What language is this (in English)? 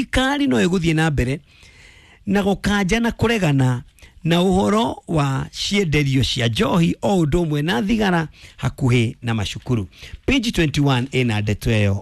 Kikuyu